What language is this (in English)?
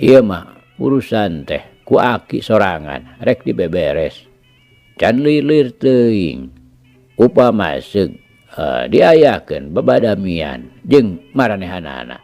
Sundanese